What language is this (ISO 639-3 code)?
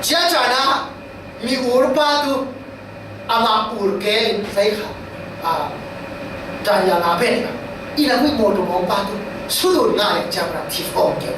cfm